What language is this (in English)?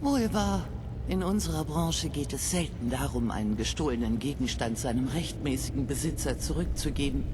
Bavarian